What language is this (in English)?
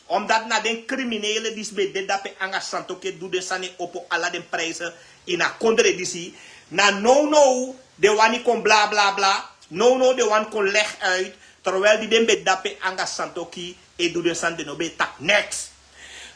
Sranan Tongo